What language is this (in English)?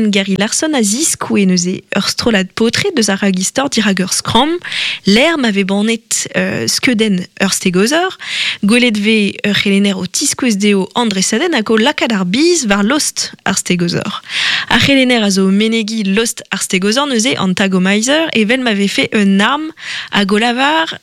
Breton